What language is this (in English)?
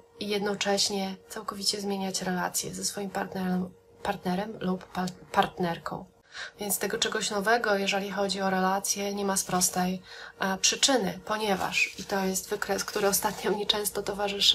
Polish